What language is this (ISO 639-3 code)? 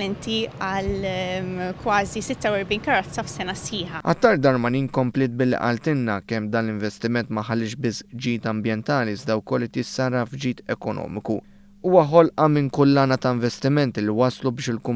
mlt